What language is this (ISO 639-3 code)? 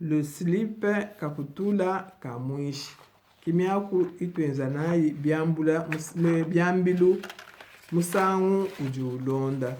lua